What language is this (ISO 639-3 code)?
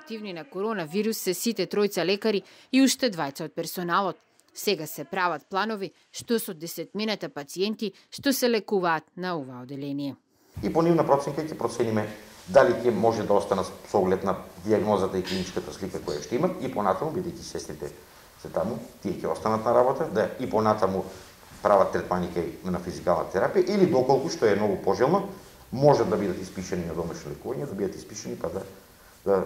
mkd